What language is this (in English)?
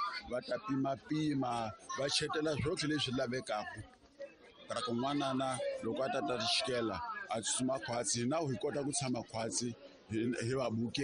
Tsonga